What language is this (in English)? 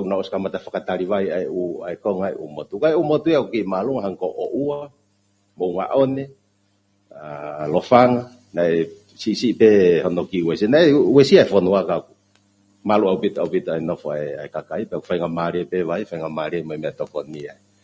Tongan